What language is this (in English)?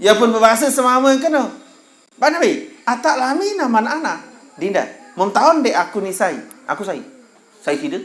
Sasak